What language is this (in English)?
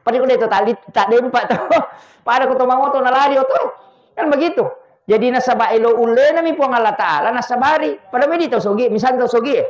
Buginese